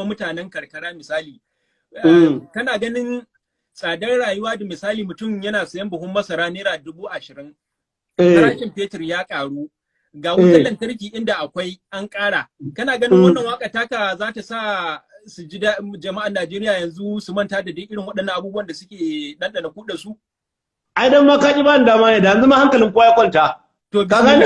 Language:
Hausa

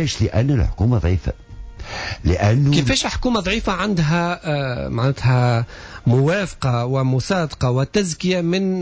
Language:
Tunisian Arabic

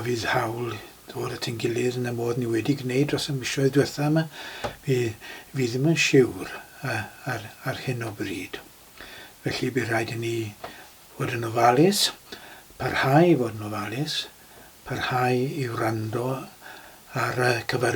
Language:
Welsh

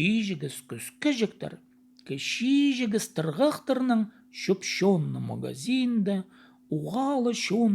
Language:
Khakas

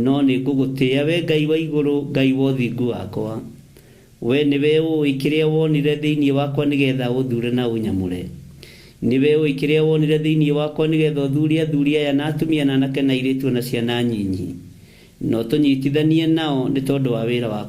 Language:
Kikuyu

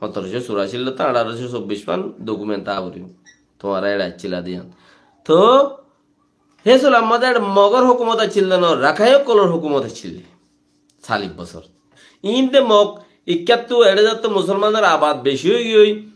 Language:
Rohingya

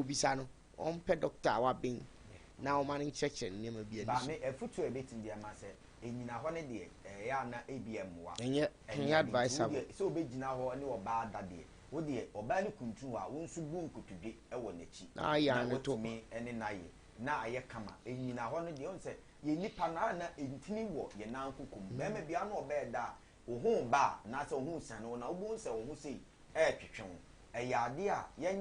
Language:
Akan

